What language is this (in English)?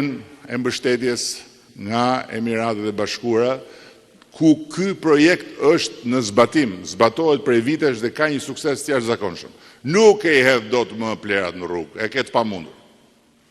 Albanian